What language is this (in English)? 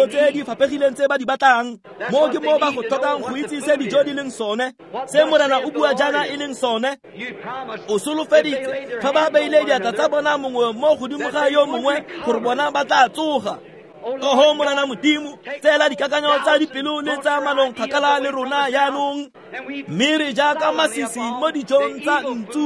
Tswana